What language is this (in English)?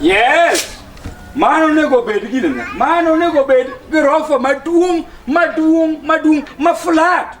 Luo (Kenya and Tanzania)